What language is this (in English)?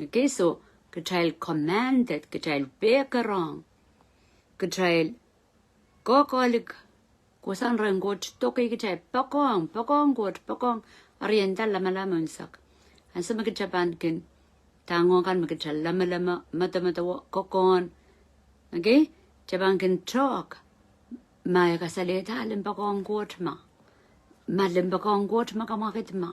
Pohnpeian